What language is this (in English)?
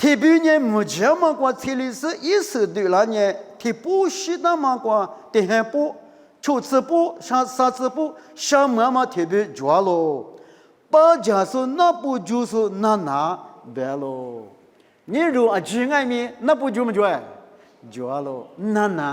Lisu